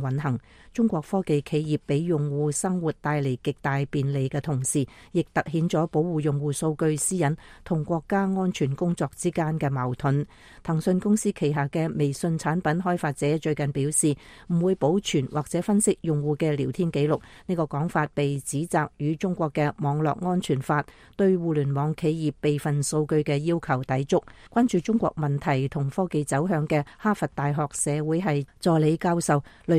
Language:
Cantonese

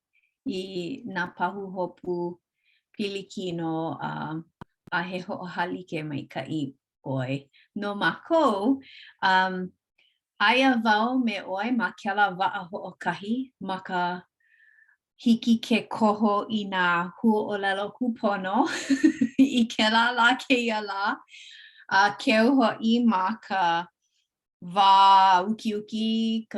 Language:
Hawaiian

